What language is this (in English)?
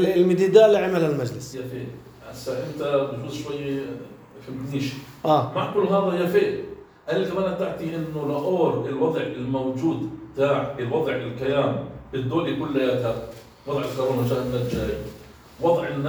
North Levantine Arabic